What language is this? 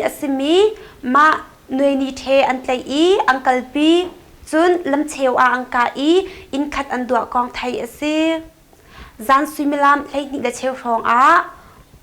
Hakha Chin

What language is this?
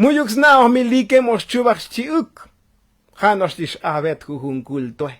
Tzotzil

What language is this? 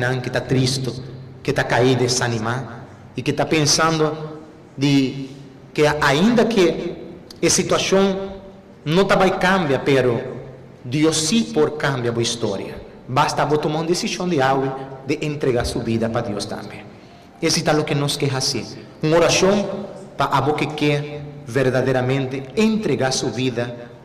Papiamento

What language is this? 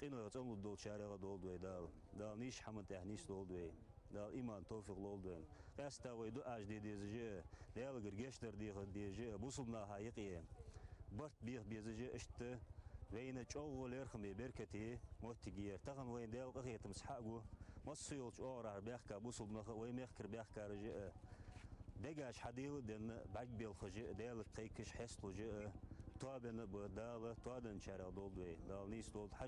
Ingush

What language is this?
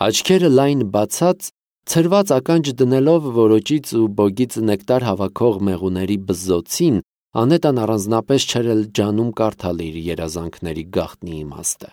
Armenian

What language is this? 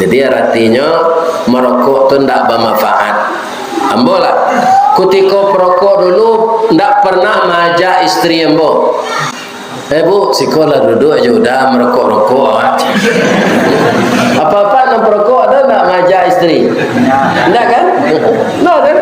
Minangkabau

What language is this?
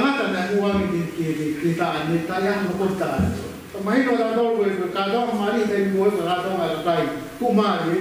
Tongan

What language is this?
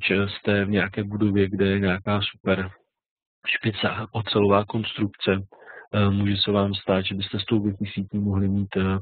Czech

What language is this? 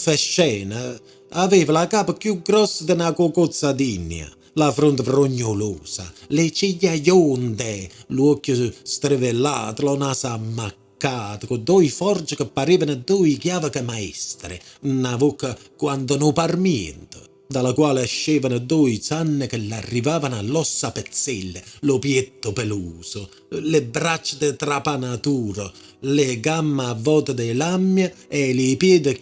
Neapolitan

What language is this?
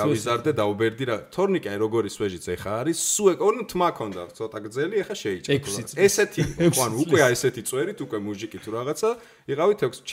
Georgian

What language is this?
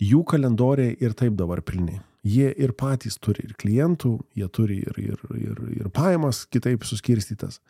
Lithuanian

